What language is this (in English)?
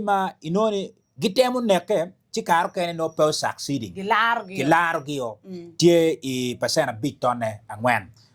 Acoli